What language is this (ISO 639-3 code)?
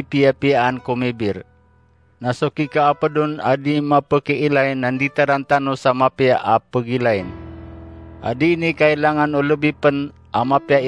mrw